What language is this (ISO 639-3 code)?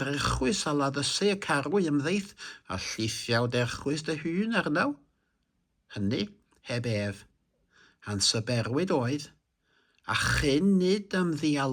cym